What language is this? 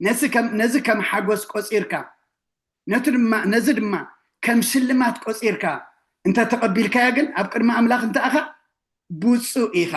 Tigrinya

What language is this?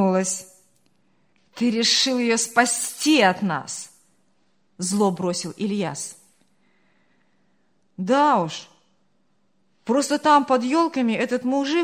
Russian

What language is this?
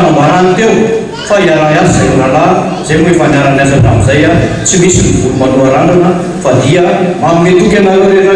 Malagasy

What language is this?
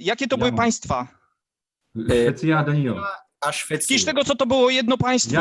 Silesian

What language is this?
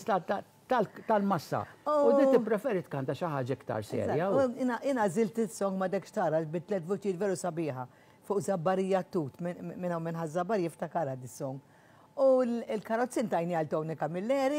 Maltese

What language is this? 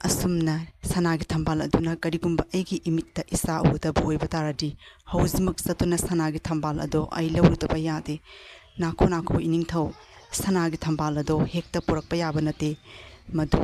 Manipuri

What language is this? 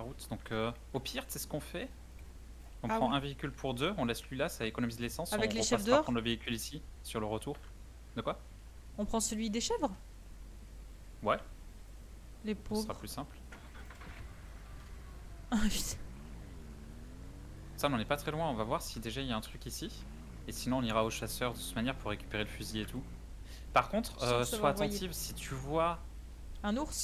French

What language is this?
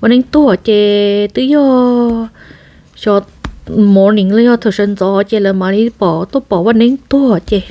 Hmong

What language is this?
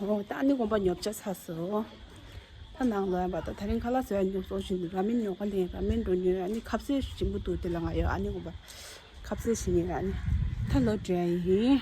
Tibetan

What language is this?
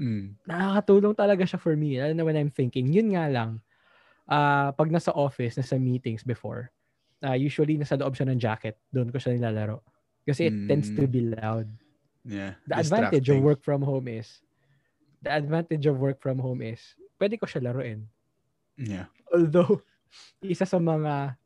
Filipino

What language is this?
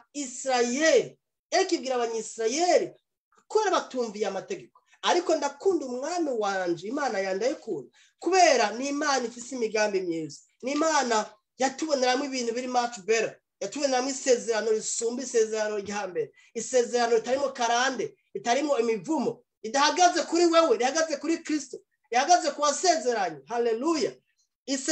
Rundi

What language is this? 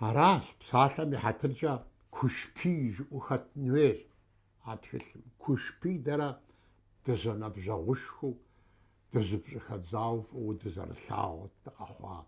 Kabardian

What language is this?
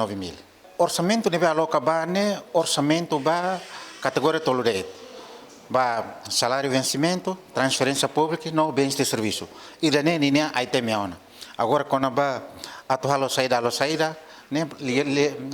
Tetum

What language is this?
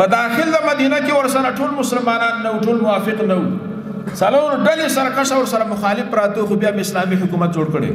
Pashto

